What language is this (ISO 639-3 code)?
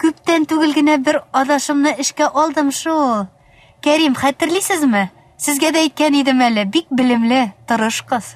tat